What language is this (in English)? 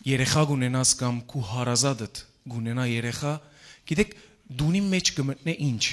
Western Armenian